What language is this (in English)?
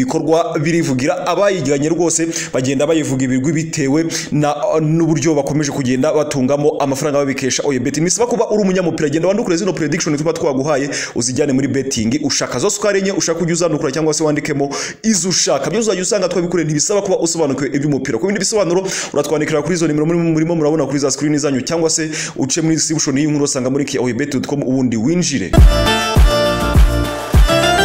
Kinyarwanda